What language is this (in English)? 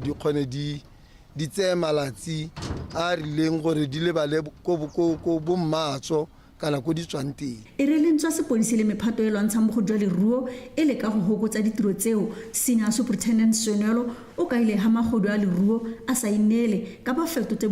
Tswana